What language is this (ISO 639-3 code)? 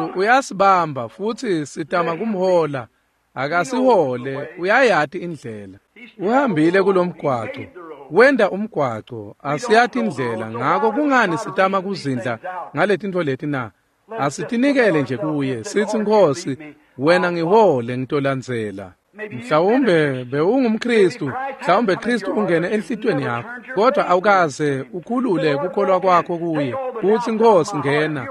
ssw